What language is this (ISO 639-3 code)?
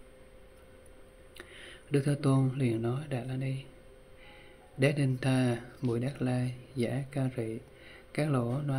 vie